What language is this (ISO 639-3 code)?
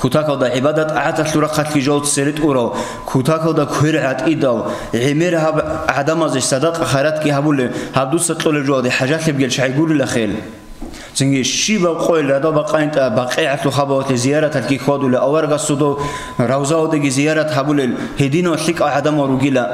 ava